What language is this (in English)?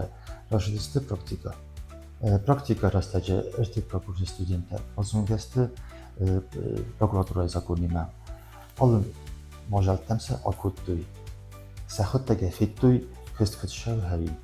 Ossetic